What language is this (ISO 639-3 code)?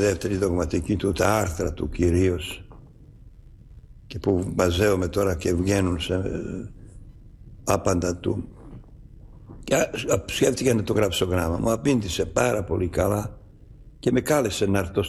ell